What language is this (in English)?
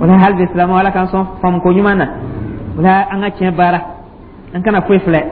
Dyula